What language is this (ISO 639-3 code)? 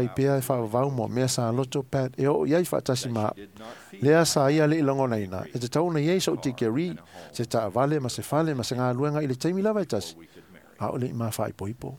smo